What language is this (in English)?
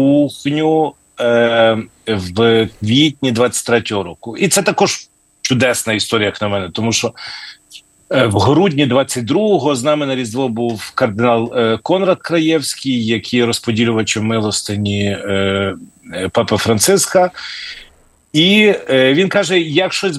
Ukrainian